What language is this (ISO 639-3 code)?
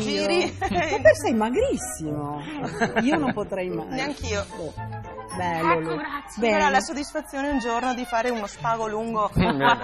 ita